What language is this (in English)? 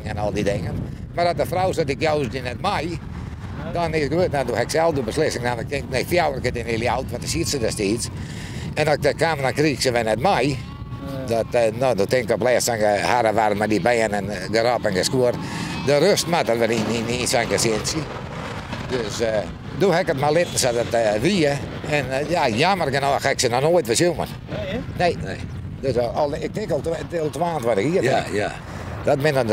Western Frisian